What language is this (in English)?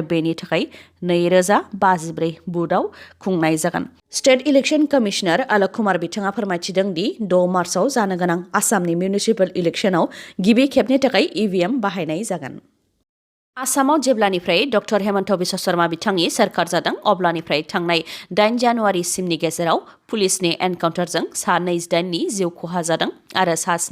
Bodo